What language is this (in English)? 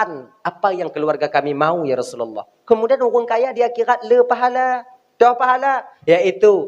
Achinese